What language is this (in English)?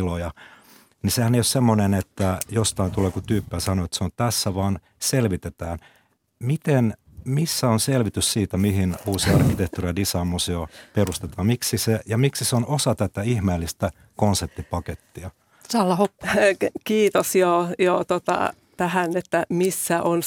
Finnish